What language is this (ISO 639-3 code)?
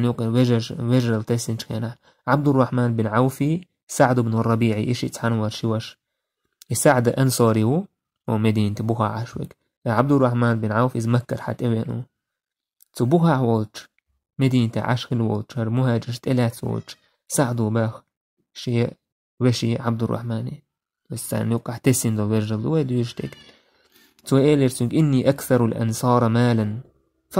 che